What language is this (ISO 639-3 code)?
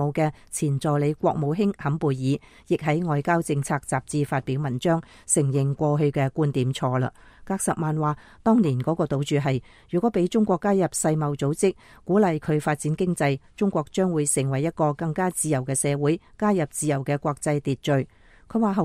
yue